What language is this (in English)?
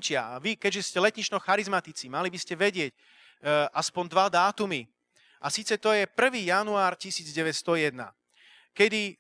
Slovak